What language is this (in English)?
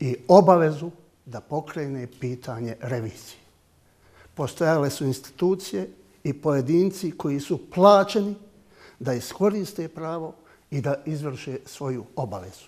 Bosnian